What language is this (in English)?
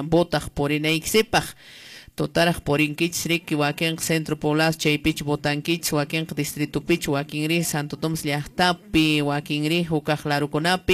Quechua